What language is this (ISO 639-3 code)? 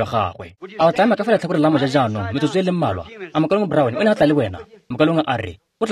tsn